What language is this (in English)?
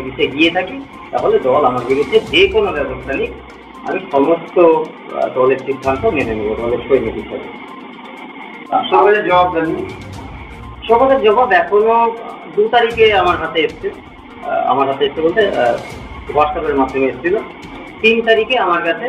Bangla